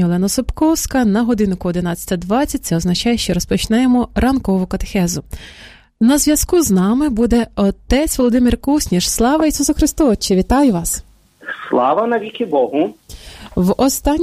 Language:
Ukrainian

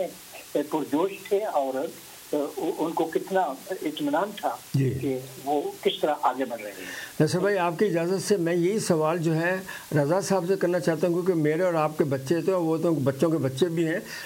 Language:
Urdu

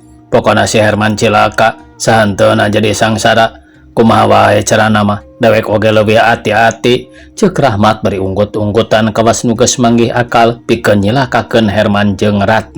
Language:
Sundanese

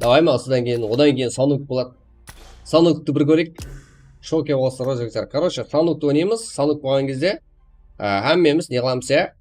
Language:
Kara-Kalpak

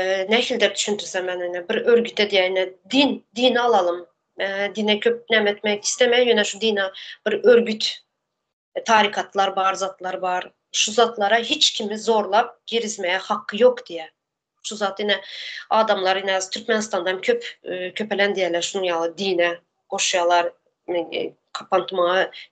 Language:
Turkmen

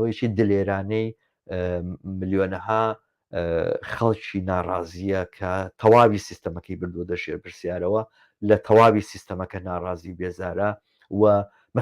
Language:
Central Kurdish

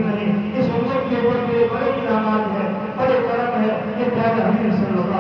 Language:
Urdu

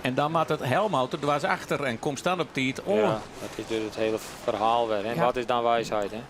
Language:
Western Frisian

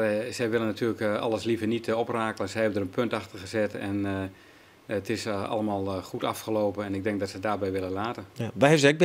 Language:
Western Frisian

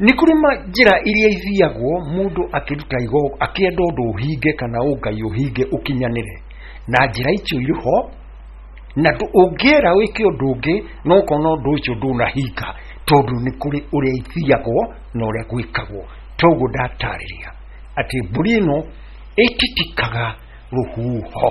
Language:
Kikuyu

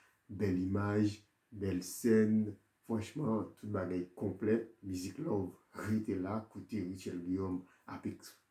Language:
Haitian Creole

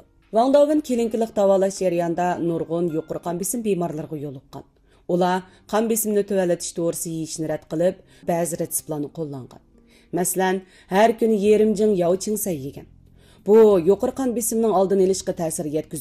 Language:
Uyghur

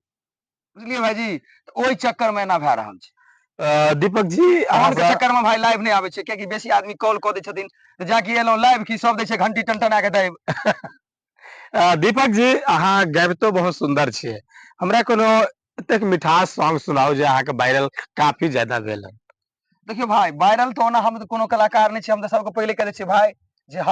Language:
Maithili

